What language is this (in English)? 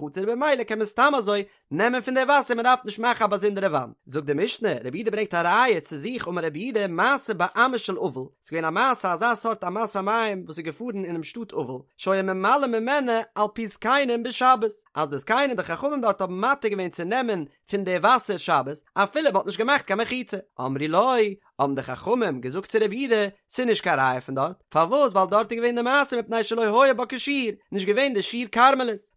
Yiddish